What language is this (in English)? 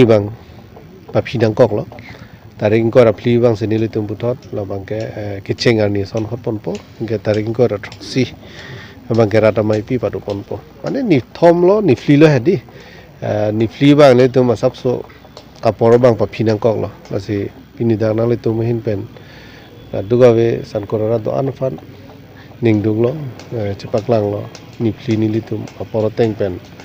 Karbi